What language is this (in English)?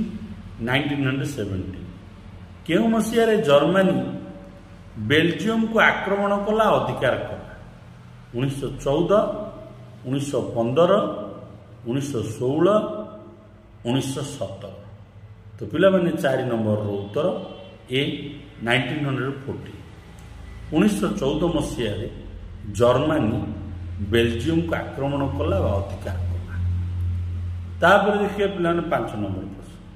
Odia